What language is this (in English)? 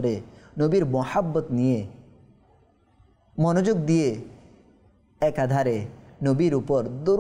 Bangla